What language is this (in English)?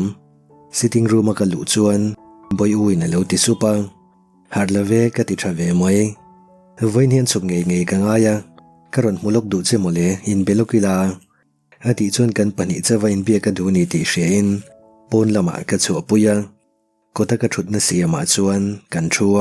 Mizo